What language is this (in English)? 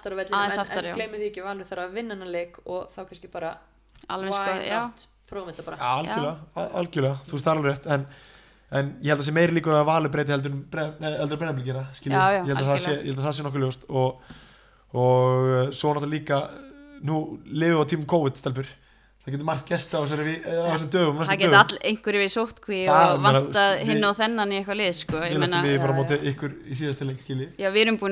Icelandic